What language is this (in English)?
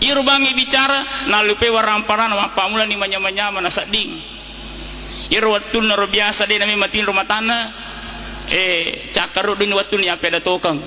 Buginese